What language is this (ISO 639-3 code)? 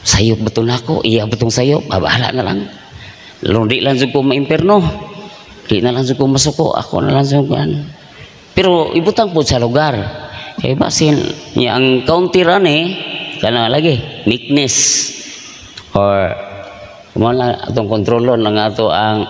ceb